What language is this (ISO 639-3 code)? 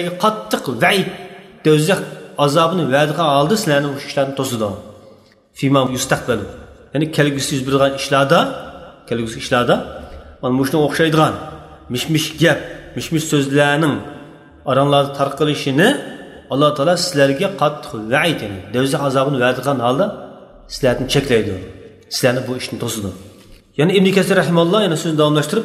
uig